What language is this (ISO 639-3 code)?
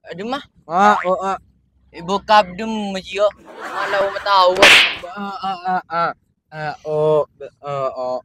mad